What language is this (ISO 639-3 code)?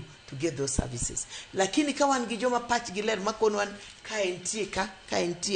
luo